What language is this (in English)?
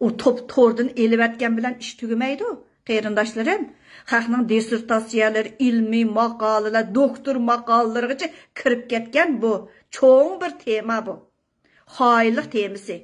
Uyghur